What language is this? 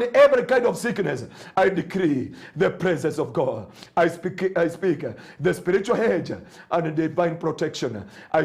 Kikuyu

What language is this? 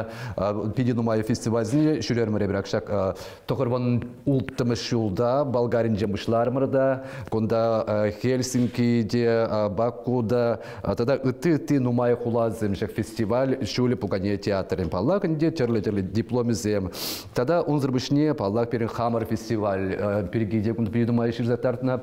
Chuvash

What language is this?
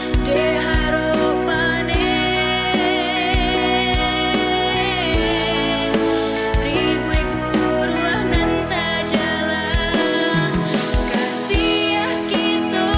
Minangkabau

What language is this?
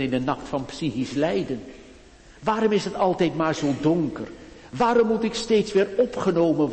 Dutch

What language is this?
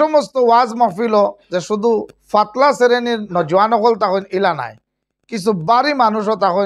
Sylheti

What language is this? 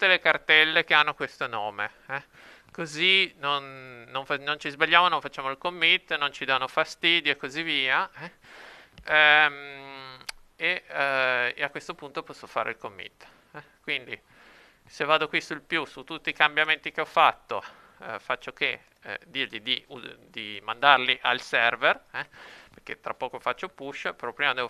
Italian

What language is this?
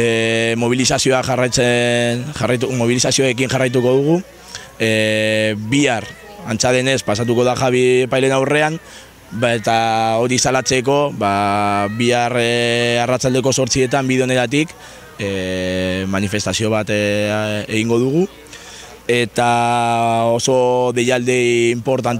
Basque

